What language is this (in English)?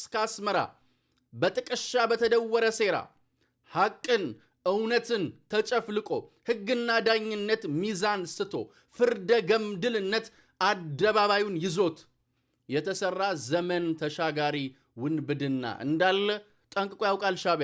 Amharic